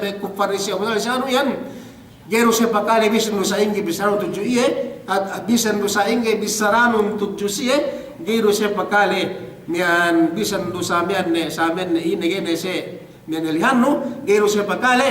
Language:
Yakan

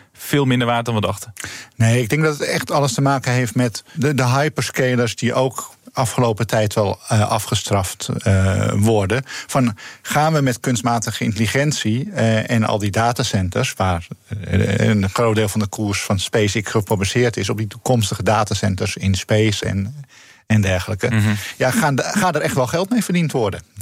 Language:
Dutch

